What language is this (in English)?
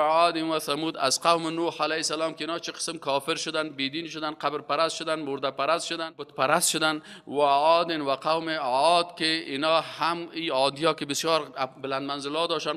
Persian